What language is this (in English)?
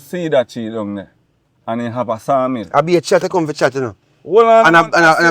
Jamaican Creole English